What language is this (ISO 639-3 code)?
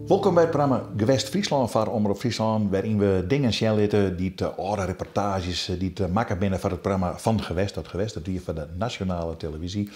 fry